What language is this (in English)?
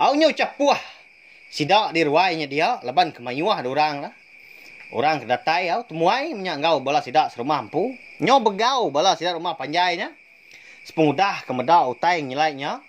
Iban